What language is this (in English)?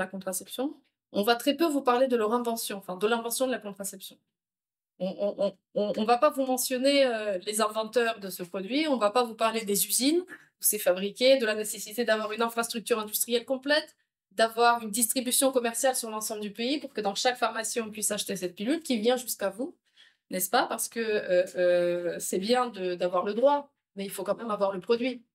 French